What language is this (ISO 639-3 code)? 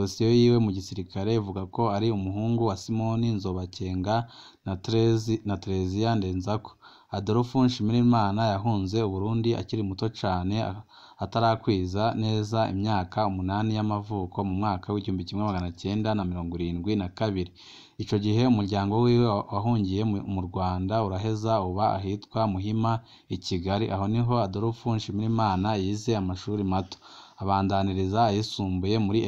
run